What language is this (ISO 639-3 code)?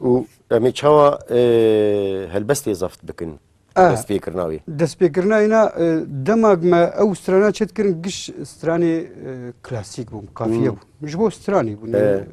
kur